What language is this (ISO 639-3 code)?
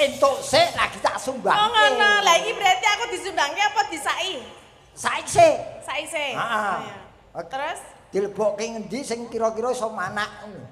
jav